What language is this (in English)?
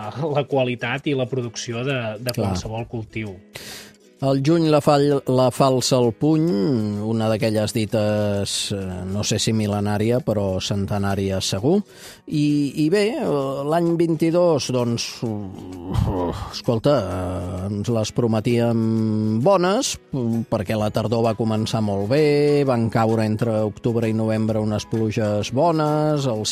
Catalan